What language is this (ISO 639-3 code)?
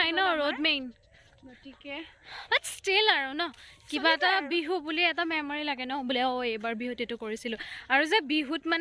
asm